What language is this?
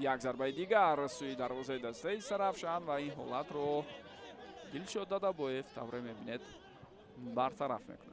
Tajik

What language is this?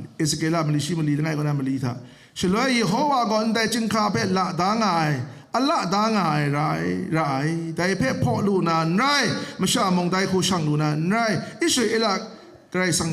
Kachin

